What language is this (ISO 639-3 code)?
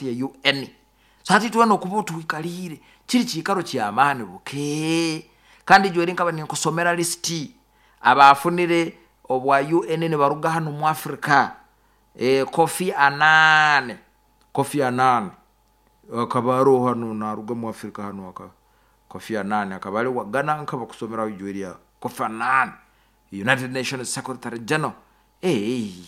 nyo